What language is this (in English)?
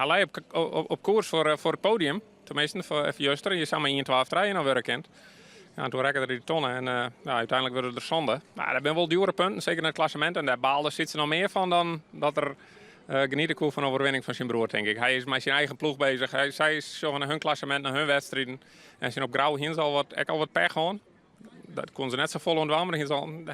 Western Frisian